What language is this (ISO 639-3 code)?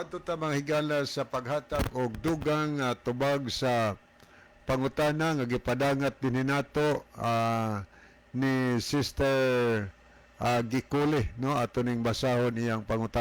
ceb